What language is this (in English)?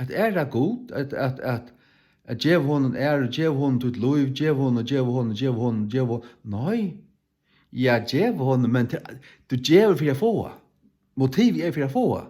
Faroese